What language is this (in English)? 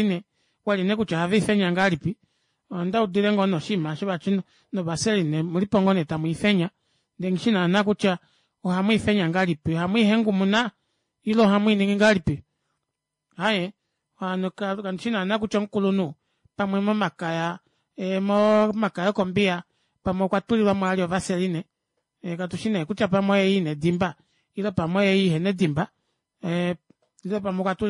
Kuanyama